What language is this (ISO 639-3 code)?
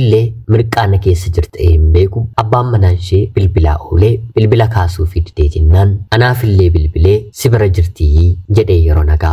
orm